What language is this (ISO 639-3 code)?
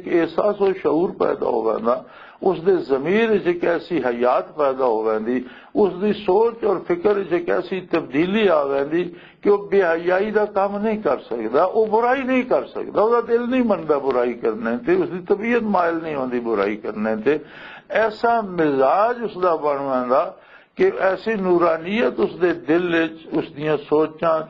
lah